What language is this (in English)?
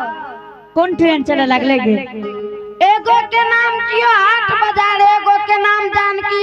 Angika